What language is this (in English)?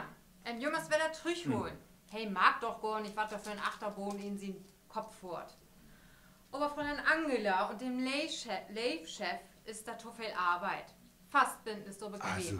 Low German